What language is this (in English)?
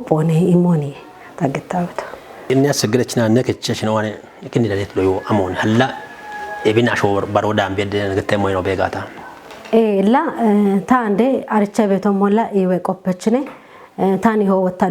Kafa